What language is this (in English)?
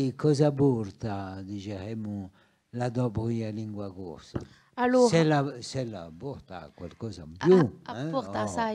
Corsican